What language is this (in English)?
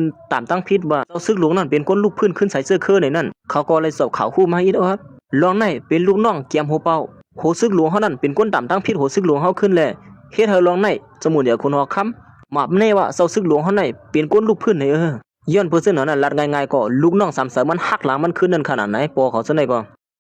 Shan